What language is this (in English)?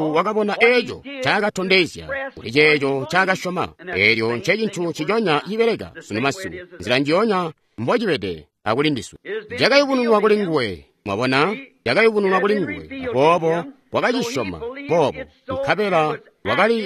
Tonga (Zambia)